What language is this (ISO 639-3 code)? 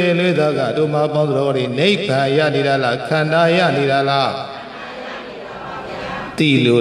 mya